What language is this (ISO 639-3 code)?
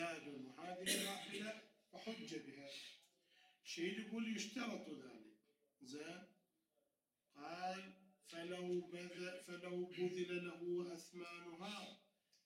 ara